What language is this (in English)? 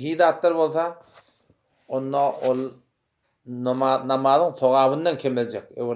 Turkmen